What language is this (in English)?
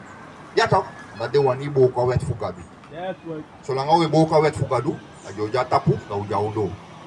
Sranan Tongo